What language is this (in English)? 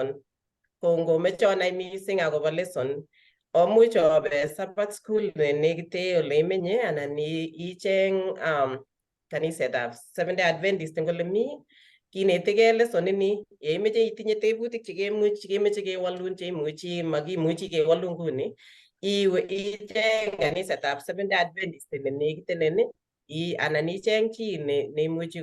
Kalenjin